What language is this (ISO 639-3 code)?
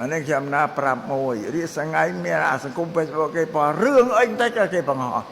khm